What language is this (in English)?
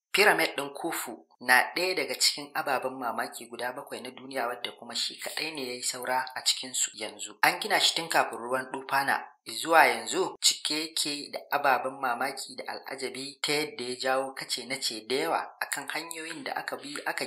Hausa